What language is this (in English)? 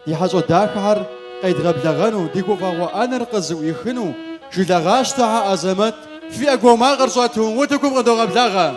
Kabardian